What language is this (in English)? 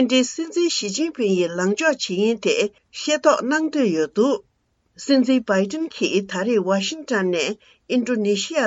Tibetan